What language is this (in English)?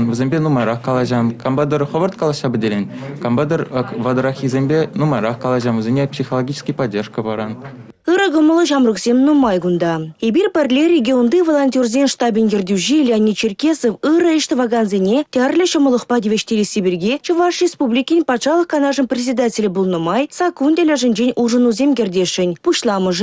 Chuvash